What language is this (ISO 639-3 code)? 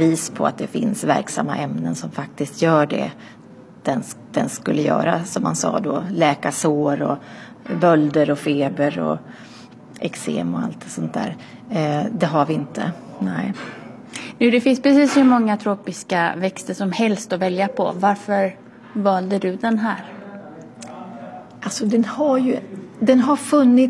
swe